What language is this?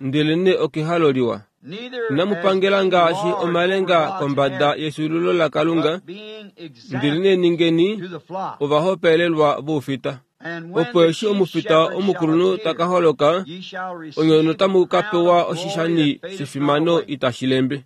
Kuanyama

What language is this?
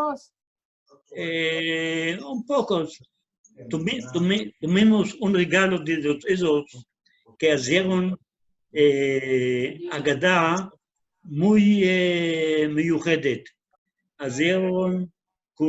Ladino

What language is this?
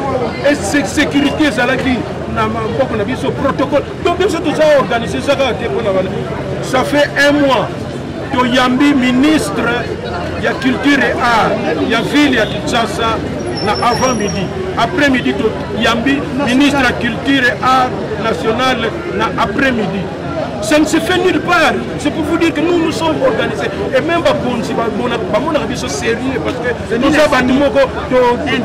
Lingala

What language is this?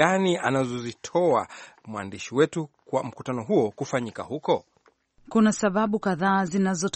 Swahili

